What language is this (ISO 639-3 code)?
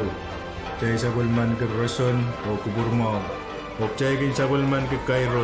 pon